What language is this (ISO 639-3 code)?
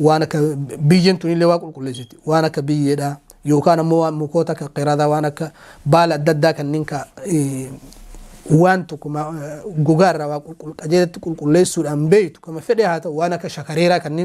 orm